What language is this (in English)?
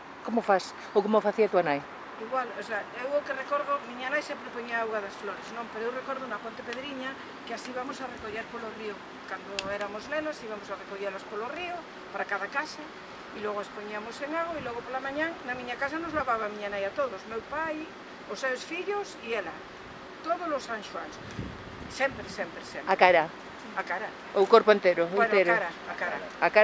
Galician